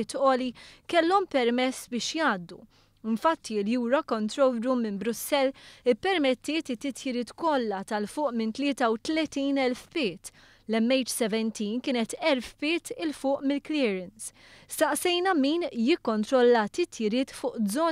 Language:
Maltese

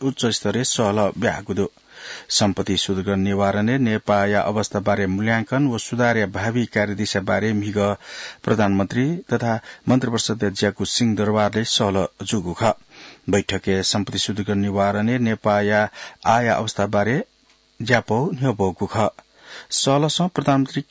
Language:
Newari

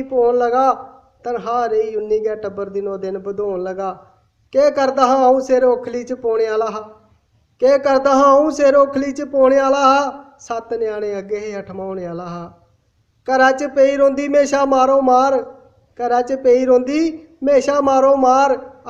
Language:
Dogri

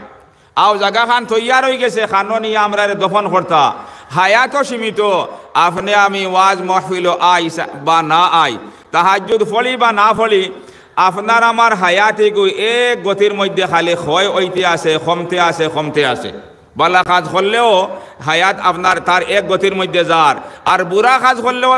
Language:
Sylheti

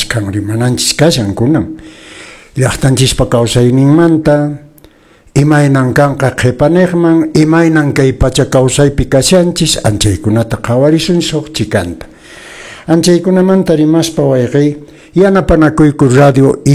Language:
Quechua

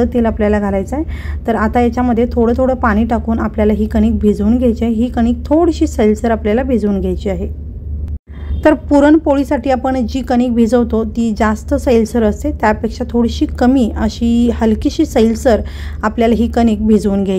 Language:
Marathi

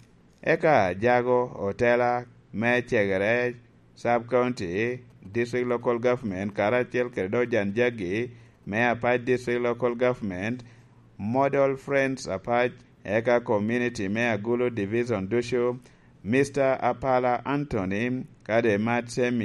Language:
Lango (Uganda)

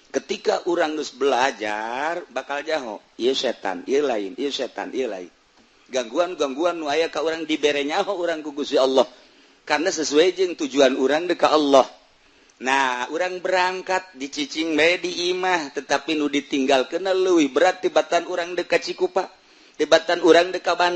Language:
Sundanese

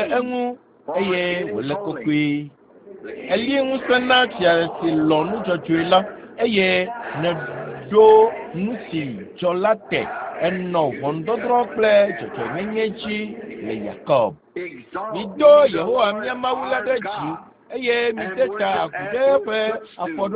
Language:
Ewe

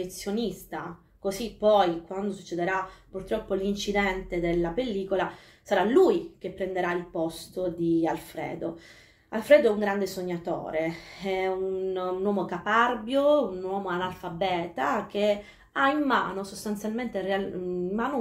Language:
Italian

